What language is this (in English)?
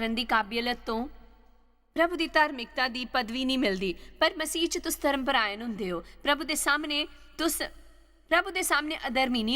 Dogri